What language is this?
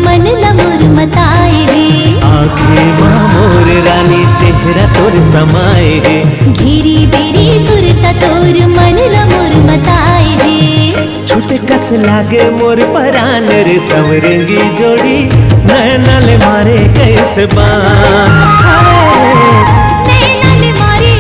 Chhattisgarhi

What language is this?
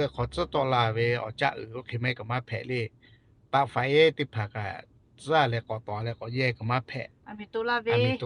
Lahu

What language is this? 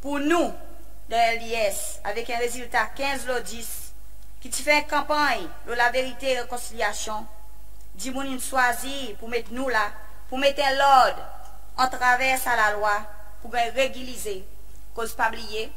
Seselwa Creole French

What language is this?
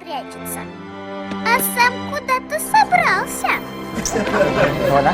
Musi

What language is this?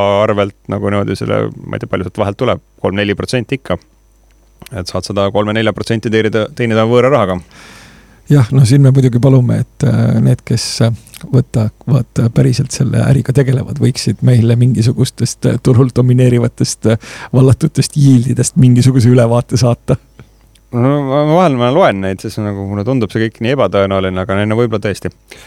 Estonian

